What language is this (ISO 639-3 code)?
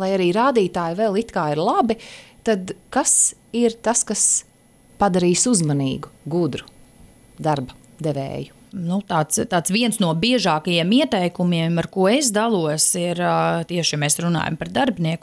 lav